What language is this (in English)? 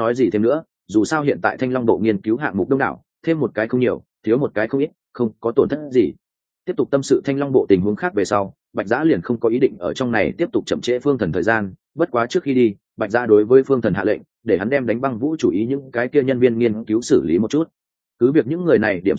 Vietnamese